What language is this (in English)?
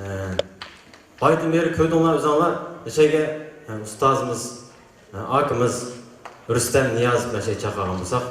Uyghur